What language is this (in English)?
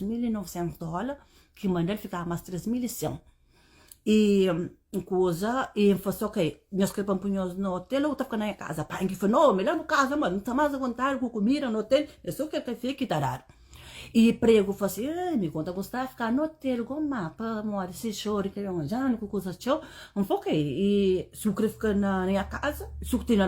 Kabuverdianu